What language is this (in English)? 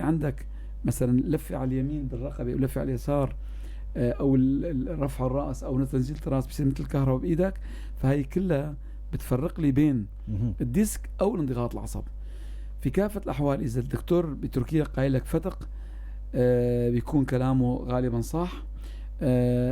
North Levantine Arabic